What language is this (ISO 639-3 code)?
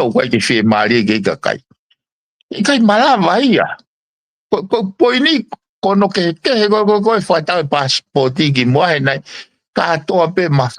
ton